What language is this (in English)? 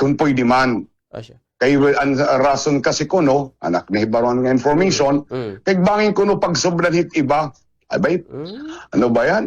Waray